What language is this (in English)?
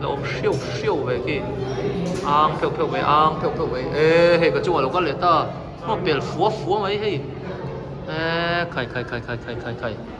Mizo